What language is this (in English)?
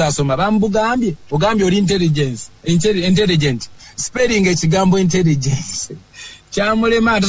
Ganda